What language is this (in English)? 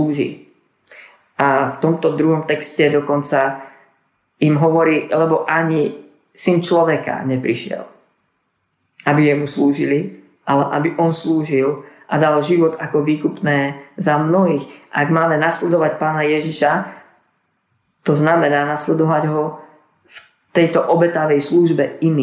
Slovak